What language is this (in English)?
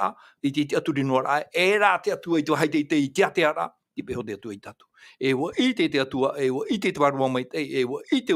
Tahitian